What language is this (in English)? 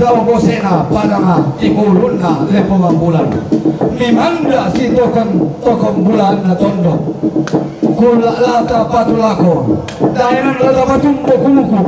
Toraja-Sa'dan